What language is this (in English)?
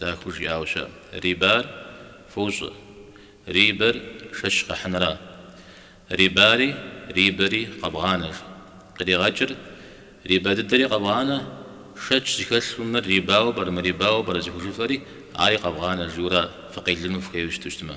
Kabardian